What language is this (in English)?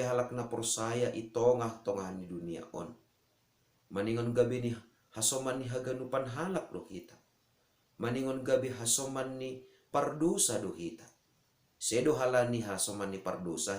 Batak Simalungun